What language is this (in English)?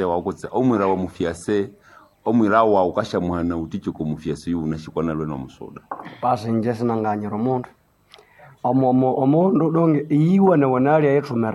Nande